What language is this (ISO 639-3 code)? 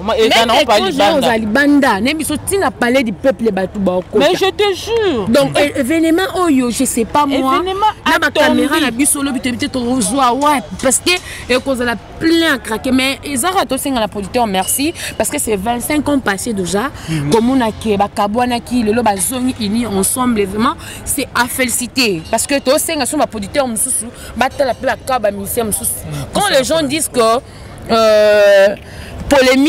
lin